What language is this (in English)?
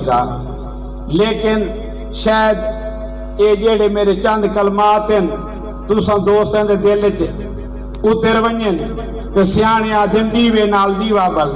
Saraiki